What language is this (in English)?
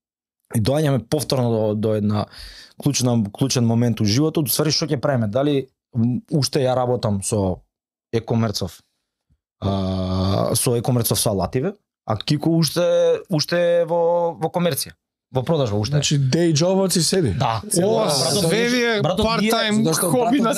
Macedonian